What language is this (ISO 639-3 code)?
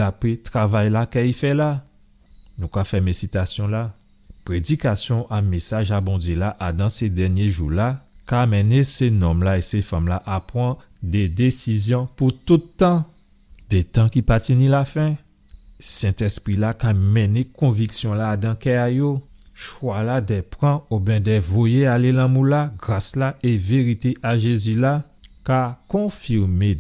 gcf